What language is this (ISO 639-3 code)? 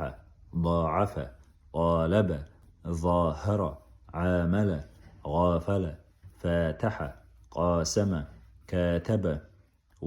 che